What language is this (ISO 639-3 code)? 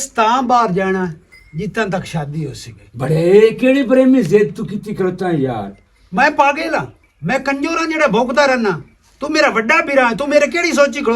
lah